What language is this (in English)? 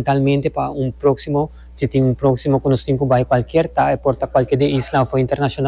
Papiamento